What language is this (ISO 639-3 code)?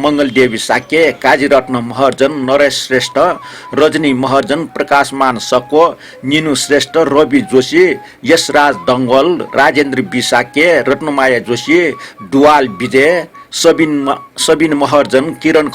new